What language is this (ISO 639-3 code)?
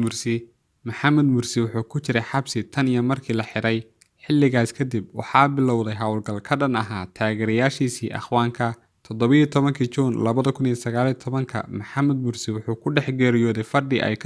som